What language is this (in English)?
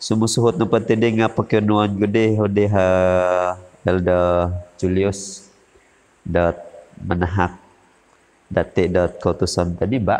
Central Dusun